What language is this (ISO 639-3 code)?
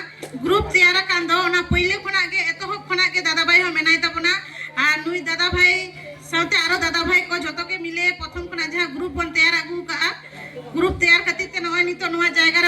sat